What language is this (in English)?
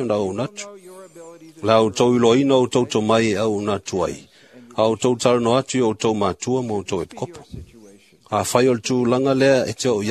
Samoan